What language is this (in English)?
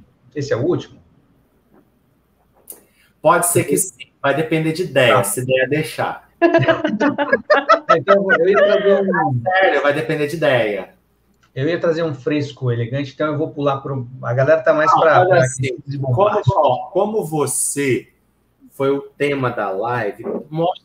Portuguese